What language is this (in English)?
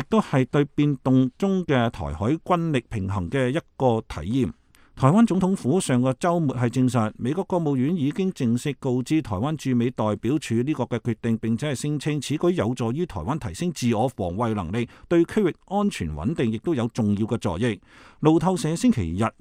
Cantonese